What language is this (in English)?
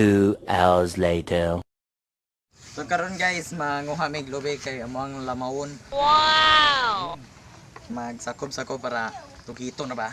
Cebuano